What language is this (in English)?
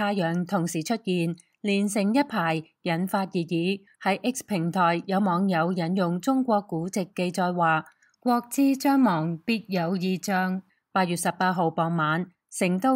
Cantonese